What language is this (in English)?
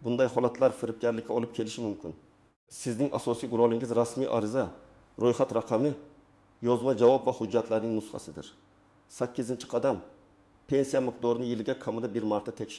Uzbek